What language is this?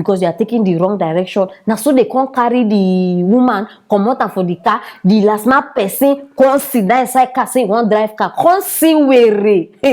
Nigerian Pidgin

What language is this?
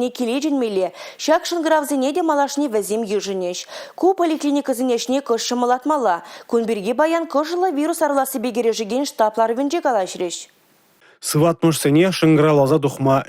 Chuvash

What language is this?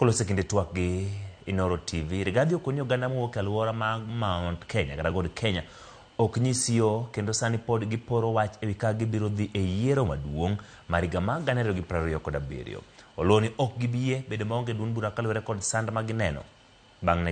Luo (Kenya and Tanzania)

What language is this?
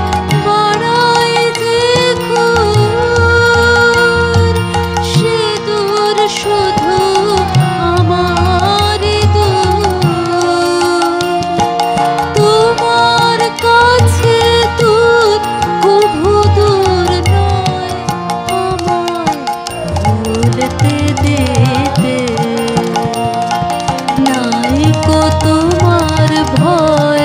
Bangla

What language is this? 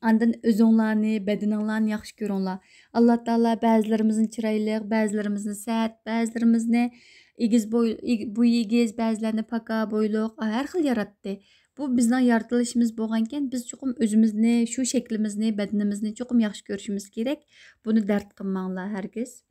Uyghur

